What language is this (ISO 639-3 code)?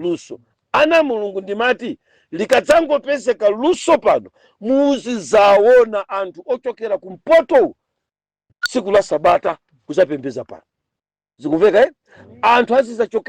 nya